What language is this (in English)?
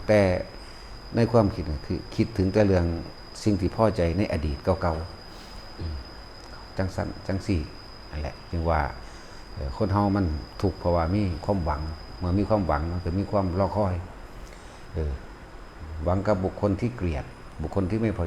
Northeastern Thai